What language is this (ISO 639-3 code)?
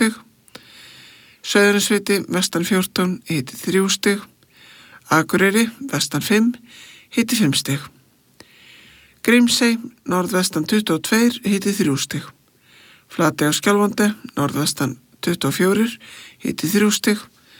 isl